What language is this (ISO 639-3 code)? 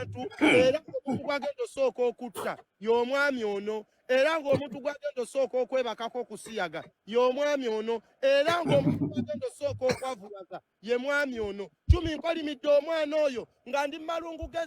lug